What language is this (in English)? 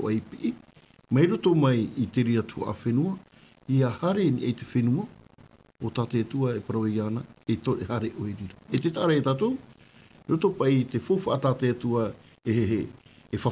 Tahitian